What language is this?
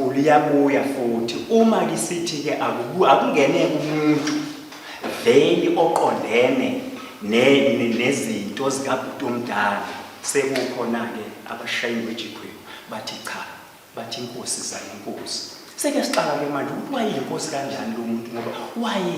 Zulu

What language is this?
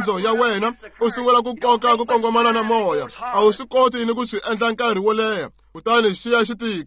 Tsonga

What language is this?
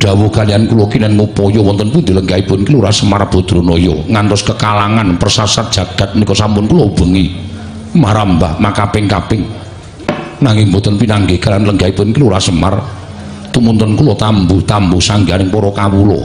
Javanese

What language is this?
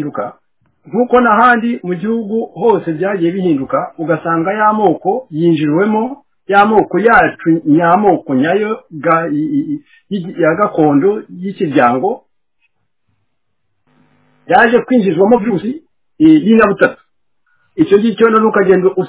Kinyarwanda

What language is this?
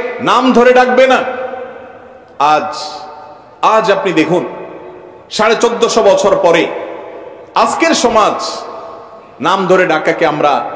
Bangla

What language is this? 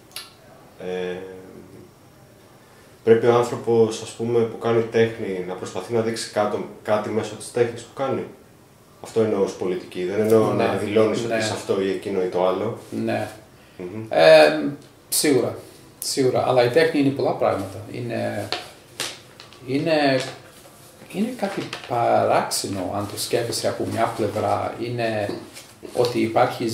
Greek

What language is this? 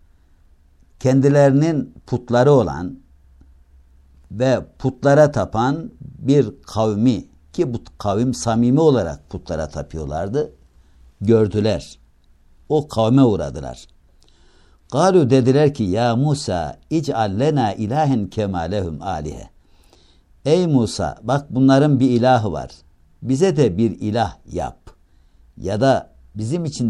Turkish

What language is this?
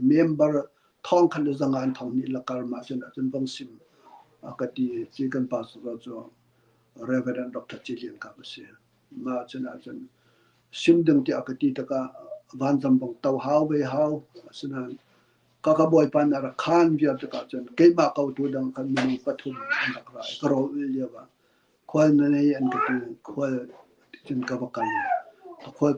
Hakha Chin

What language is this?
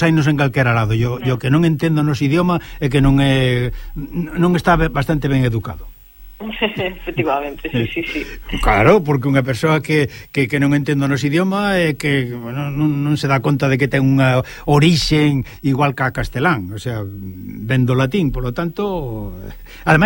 Galician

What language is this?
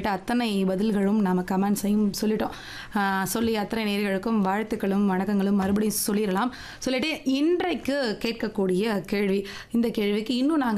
Tamil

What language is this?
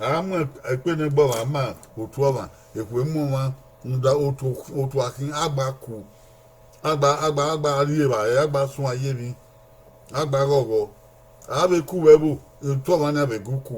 Bini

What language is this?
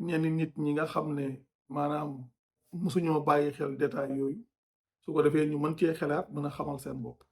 Wolof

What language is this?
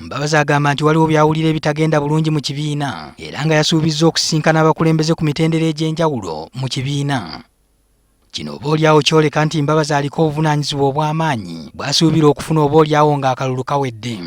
Ganda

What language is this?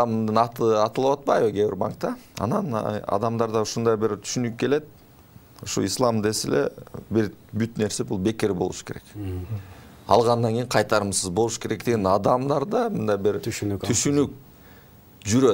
Kyrgyz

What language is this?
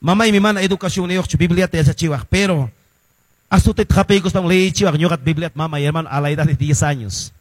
Quechua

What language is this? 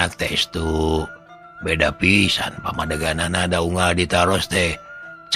Sundanese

